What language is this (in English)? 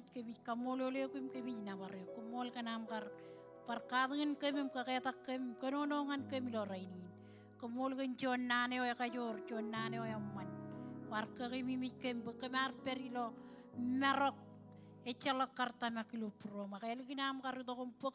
Marshallese